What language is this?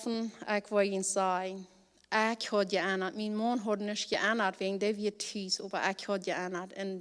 Plautdietsch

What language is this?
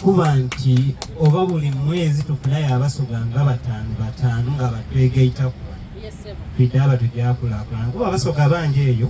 Soga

